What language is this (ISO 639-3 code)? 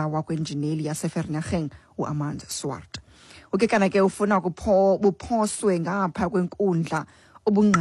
xho